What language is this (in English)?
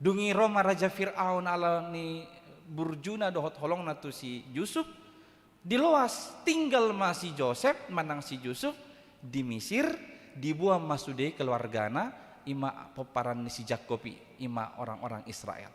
Batak Toba